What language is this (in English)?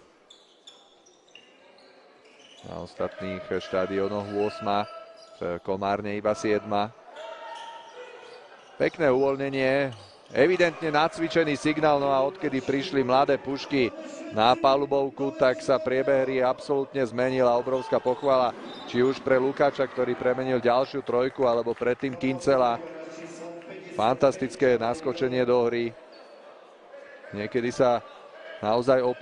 Slovak